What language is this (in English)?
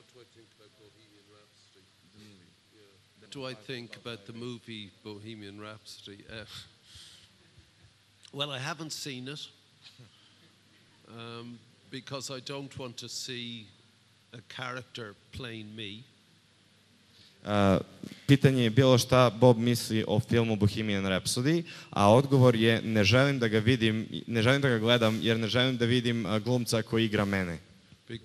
Serbian